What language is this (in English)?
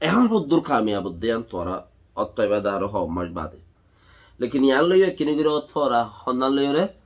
Rohingya